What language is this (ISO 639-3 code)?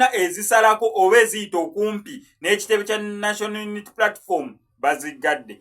lug